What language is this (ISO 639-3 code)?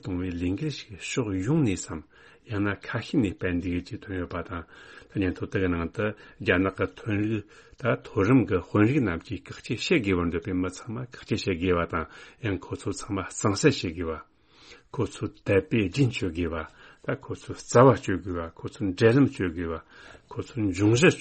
bod